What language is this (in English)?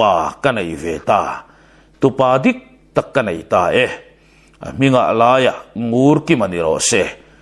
Mizo